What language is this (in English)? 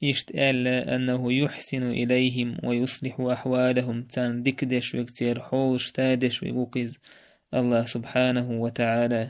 Chechen